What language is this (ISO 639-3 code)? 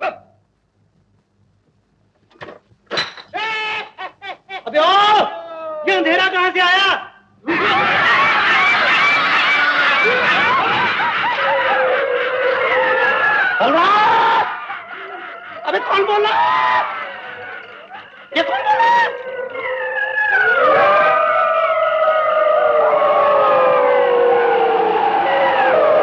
hin